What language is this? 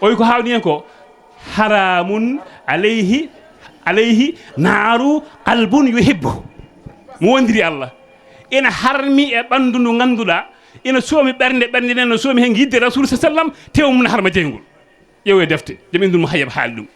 Fula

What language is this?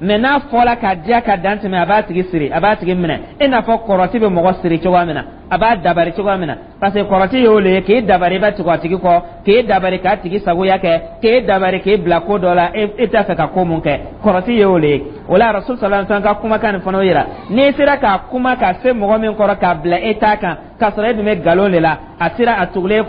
Dyula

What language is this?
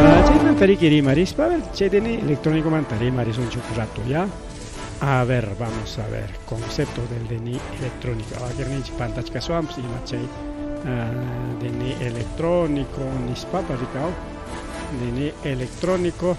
Ayacucho Quechua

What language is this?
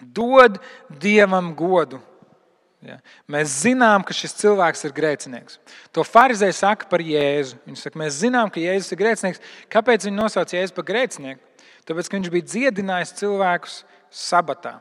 Latvian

